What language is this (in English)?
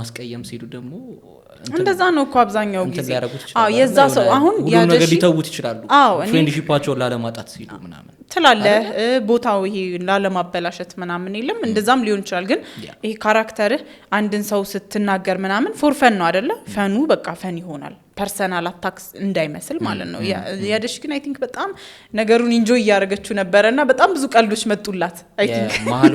Amharic